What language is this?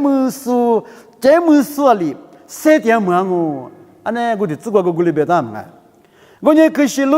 Lisu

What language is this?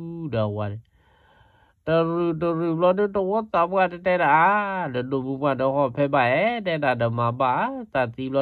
S'gaw Karen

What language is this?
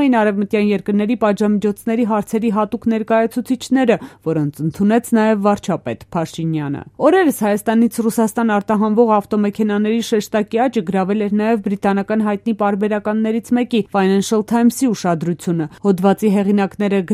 Armenian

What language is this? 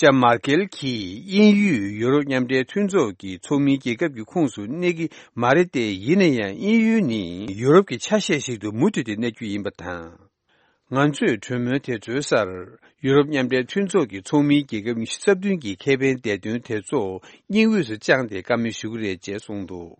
Tibetan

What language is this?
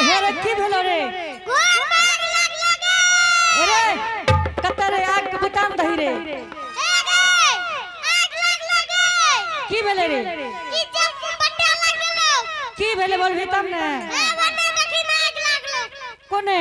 Angika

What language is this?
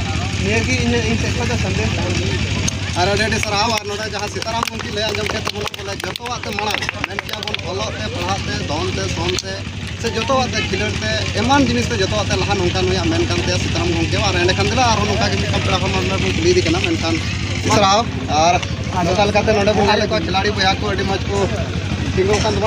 Santali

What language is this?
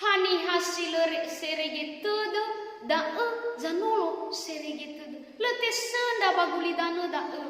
Nias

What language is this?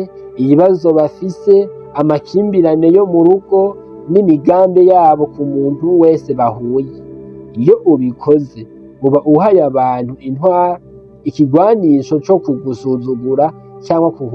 Rundi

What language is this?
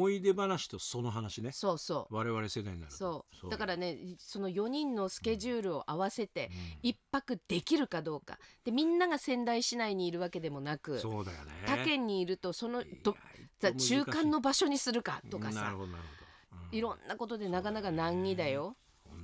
Japanese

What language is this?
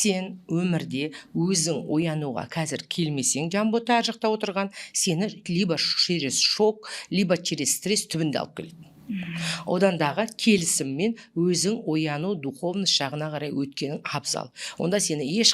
Kazakh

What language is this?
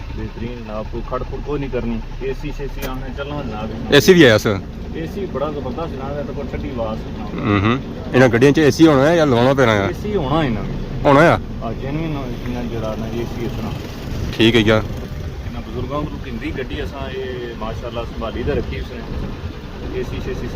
Pahari-Potwari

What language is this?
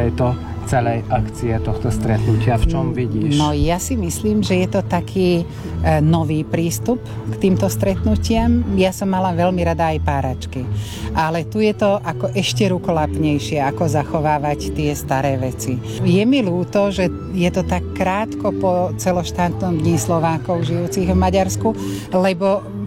Slovak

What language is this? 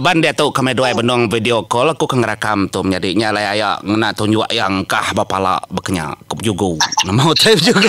Iban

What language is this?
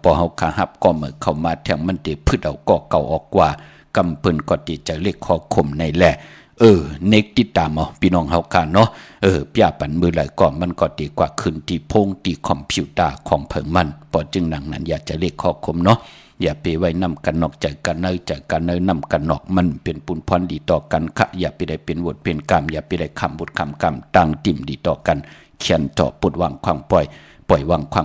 Shan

